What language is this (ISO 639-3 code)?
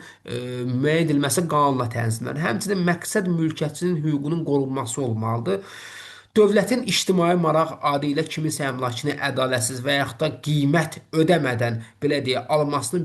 aze